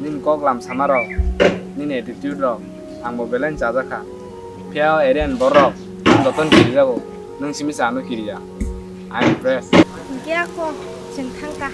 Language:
Kok Borok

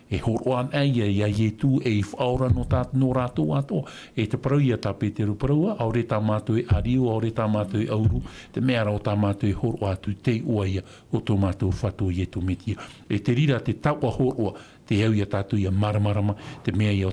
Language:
Tahitian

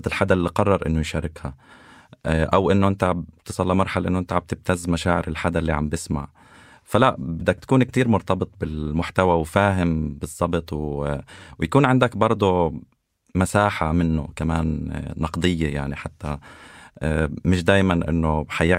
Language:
North Levantine Arabic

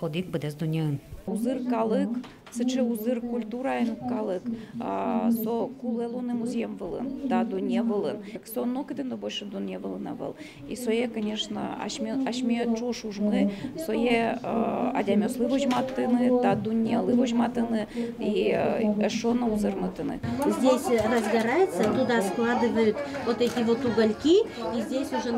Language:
Udmurt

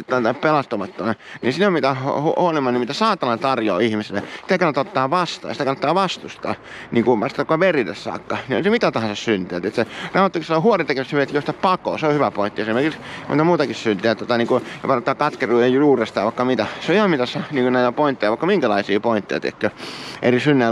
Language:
Finnish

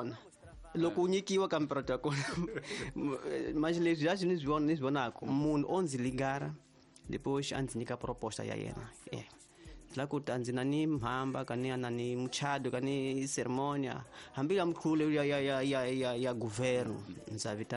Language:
Tsonga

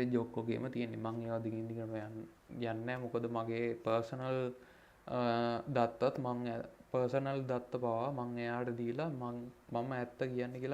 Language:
Sinhala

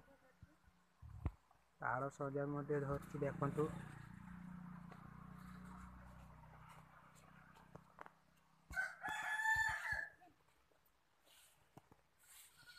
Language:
Odia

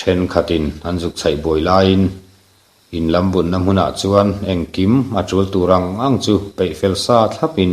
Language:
Mizo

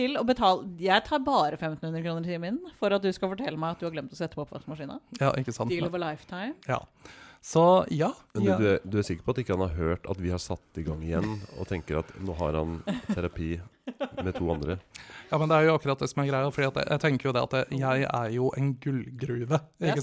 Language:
Norwegian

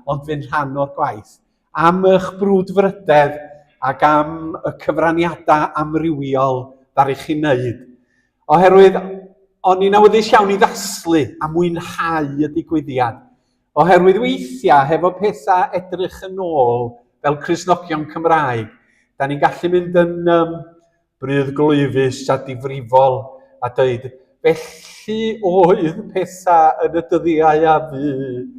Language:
Welsh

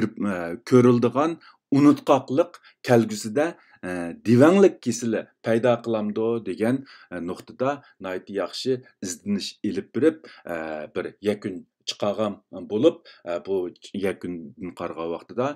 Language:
Uyghur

